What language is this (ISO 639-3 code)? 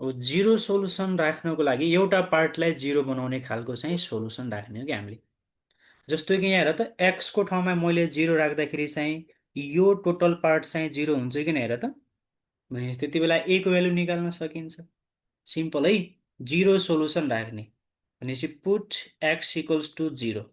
nep